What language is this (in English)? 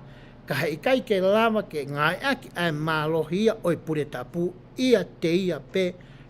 Tongan